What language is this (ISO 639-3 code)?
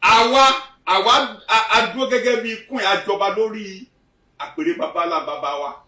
yor